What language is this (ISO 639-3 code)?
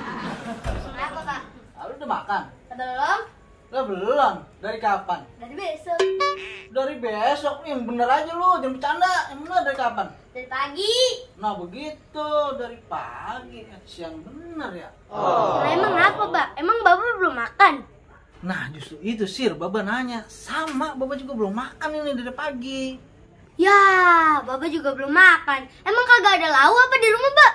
bew